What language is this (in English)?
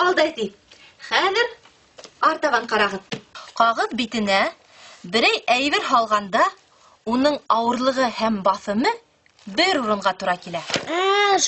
Bashkir